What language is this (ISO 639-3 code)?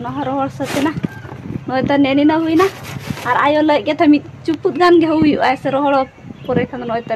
sat